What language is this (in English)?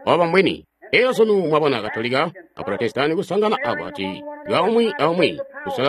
Tonga (Zambia)